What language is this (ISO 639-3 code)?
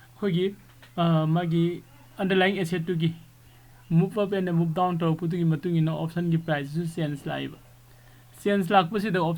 mni